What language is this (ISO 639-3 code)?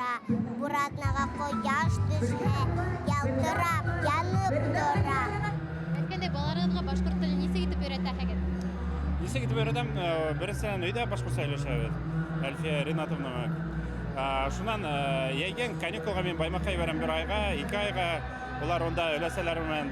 bak